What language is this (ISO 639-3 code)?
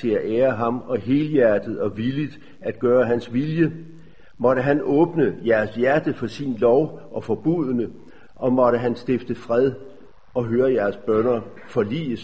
dan